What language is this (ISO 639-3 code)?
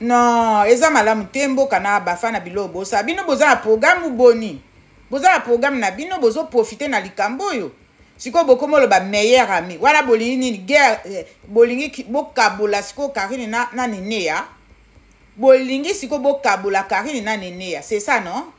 lin